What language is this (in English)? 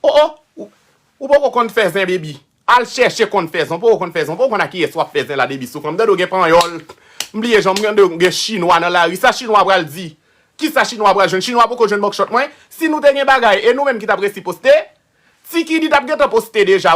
Haitian Creole